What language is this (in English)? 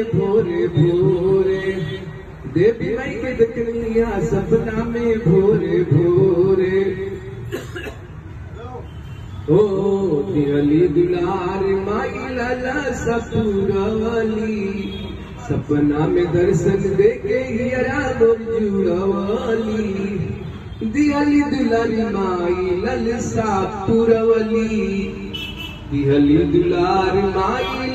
Bhojpuri